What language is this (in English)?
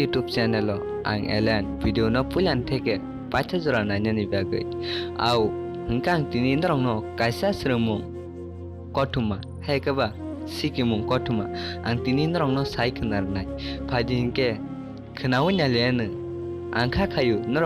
Kok Borok